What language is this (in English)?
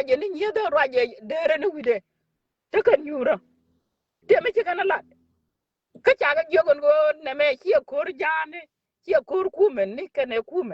Nuer